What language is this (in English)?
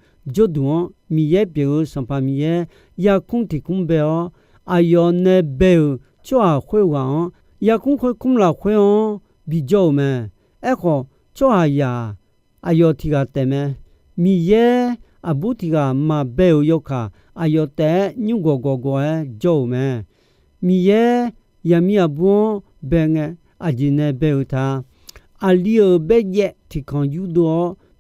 Akha